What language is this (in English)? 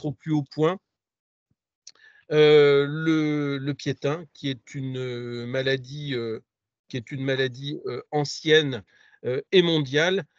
French